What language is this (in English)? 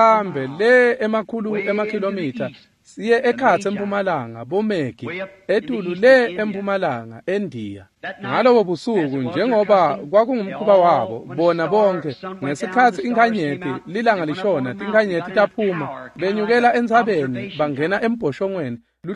Swati